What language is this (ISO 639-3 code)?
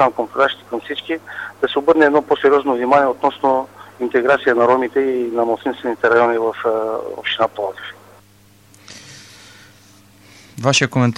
bul